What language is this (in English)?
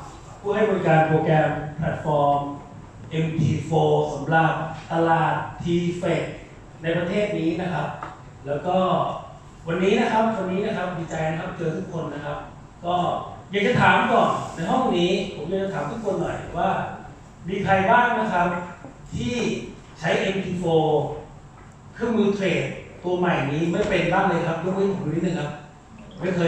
Thai